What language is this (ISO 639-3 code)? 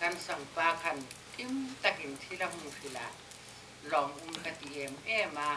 hmr